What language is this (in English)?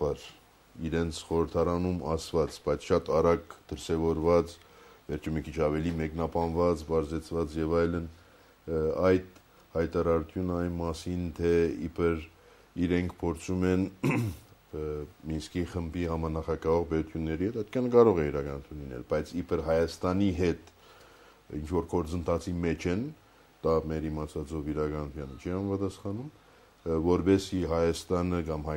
Armenian